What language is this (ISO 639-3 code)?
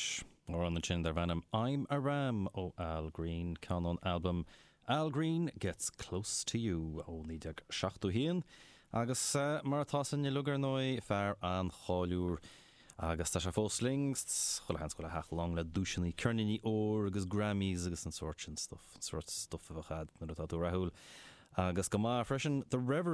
gle